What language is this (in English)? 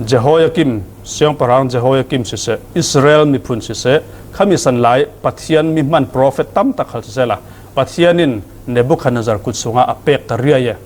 Falam Chin